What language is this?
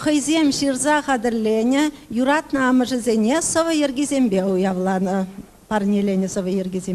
Chuvash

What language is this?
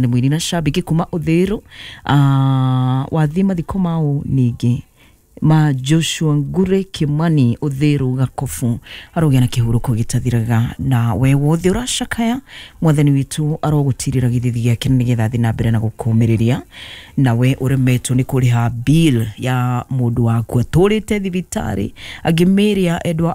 Kikuyu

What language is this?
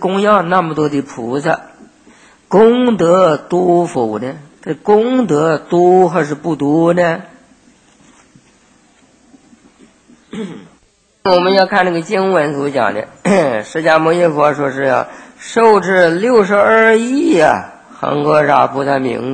Chinese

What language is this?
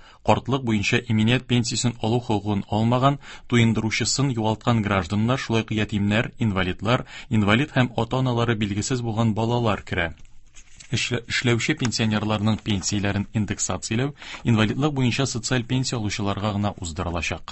Tatar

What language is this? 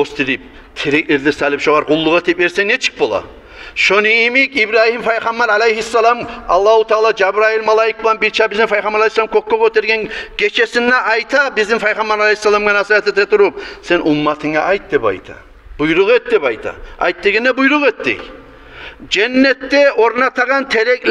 Kumyk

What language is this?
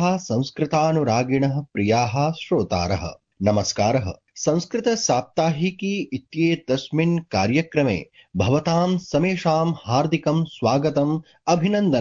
Sanskrit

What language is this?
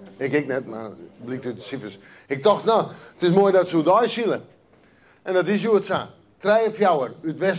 Western Frisian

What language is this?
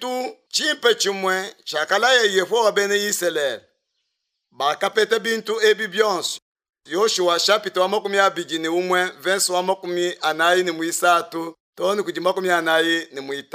Luba-Lulua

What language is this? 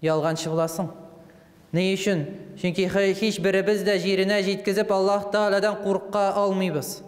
Tatar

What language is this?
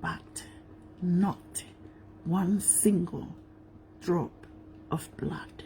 Tongan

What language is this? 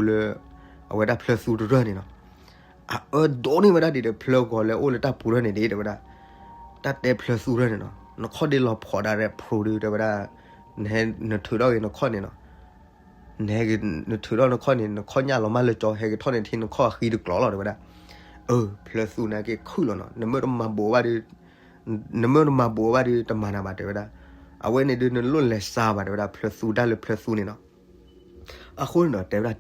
S'gaw Karen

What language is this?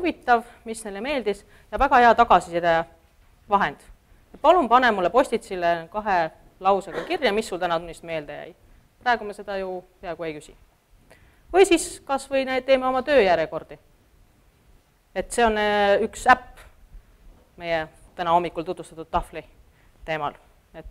Estonian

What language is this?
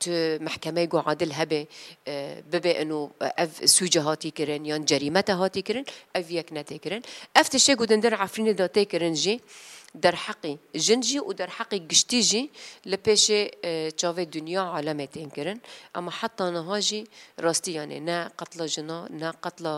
Kurdish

